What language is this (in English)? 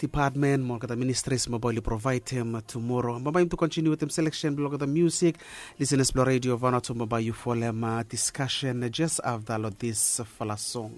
Bislama